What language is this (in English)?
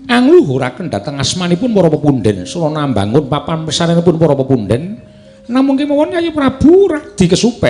Javanese